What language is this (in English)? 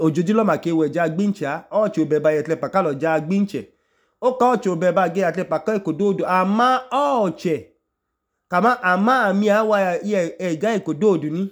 Idoma